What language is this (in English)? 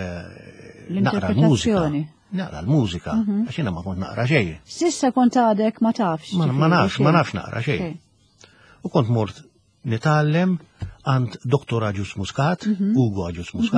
Maltese